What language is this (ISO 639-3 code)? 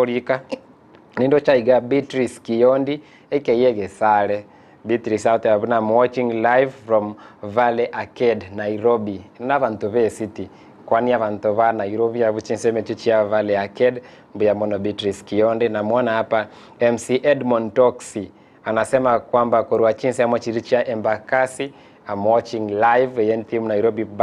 guz